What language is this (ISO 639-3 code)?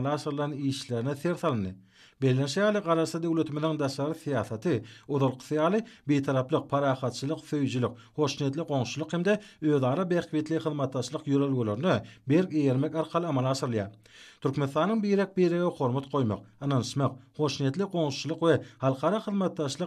tuk